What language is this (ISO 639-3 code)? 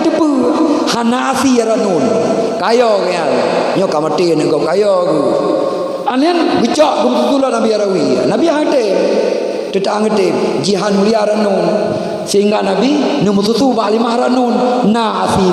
ace